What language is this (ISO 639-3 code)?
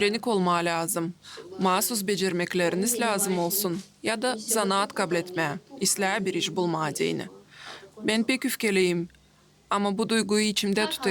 gag